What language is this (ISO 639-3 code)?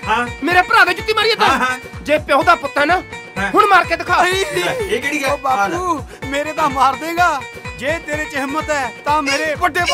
pan